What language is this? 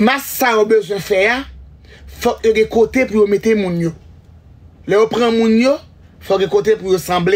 Haitian Creole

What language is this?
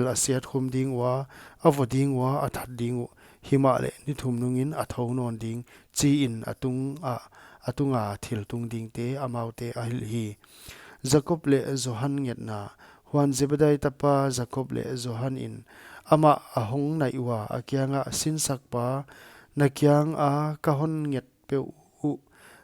Paite Chin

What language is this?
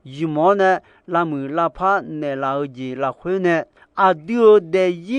Akha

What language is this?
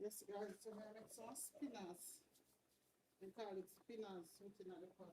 Jamaican Creole English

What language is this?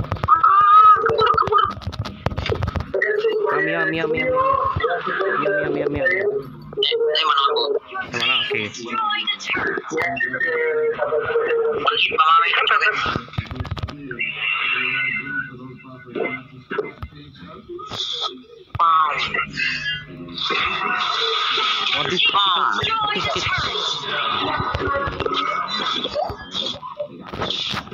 Malay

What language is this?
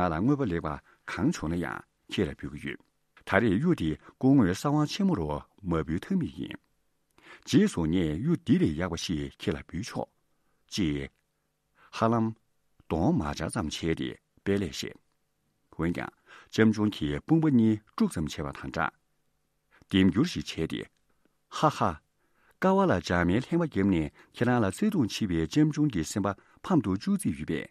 Tibetan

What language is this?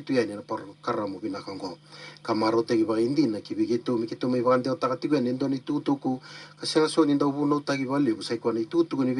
Fijian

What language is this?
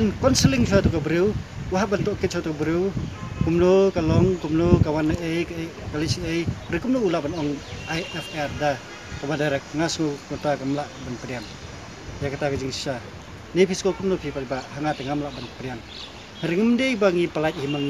Khasi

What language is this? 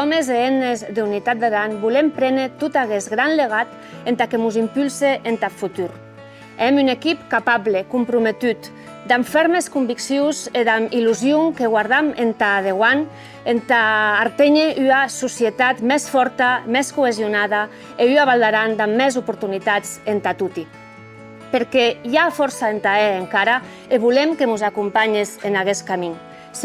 Occitan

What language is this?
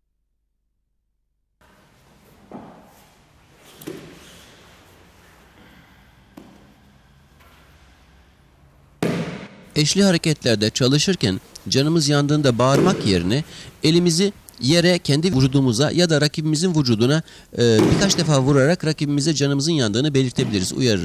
Turkish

